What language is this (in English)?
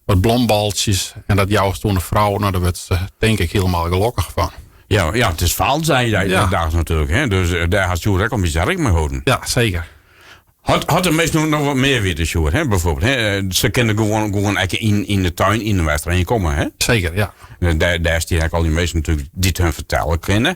Western Frisian